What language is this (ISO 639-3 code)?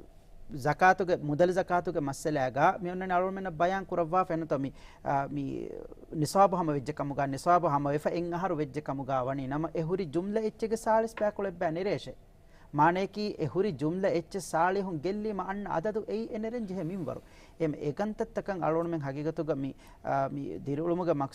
div